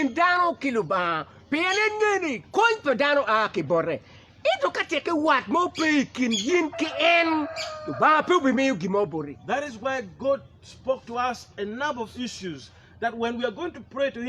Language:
Acoli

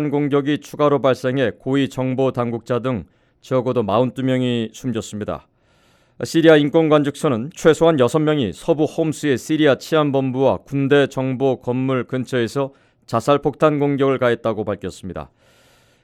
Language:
Korean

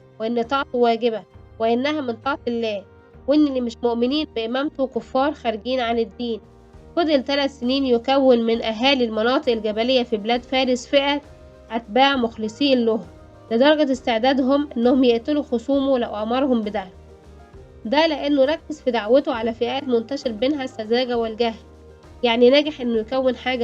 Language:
Egyptian Arabic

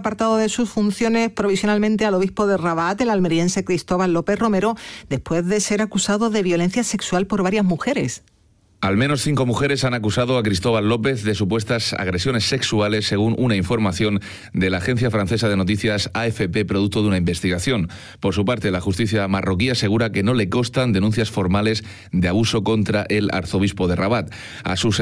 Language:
Spanish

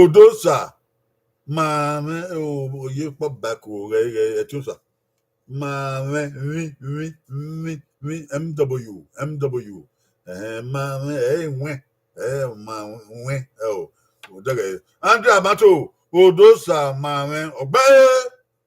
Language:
Bini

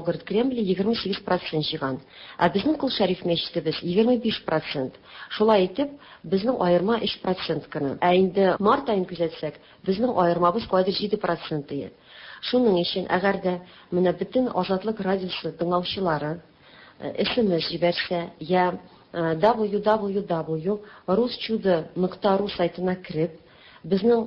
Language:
Tatar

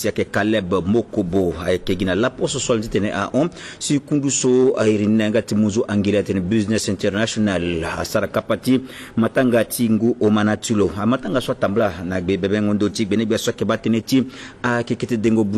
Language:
Sango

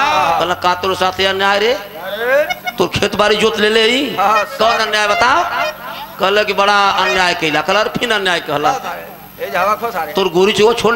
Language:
Bhojpuri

